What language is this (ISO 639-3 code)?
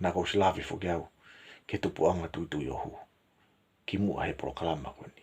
ton